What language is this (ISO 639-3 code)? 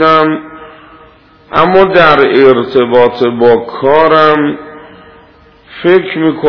fas